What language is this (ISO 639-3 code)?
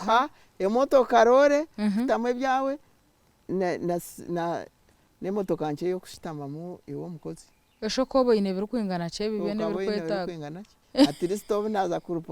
nyn